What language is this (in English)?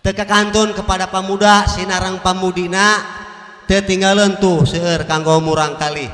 Sundanese